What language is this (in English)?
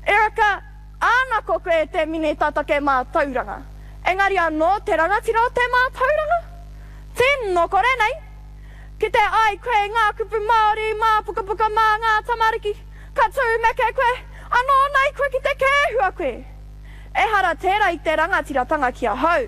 Māori